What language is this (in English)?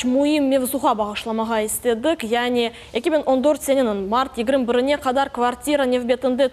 Crimean Tatar